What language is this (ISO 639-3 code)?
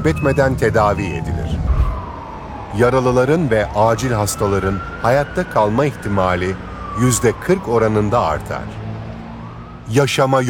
tur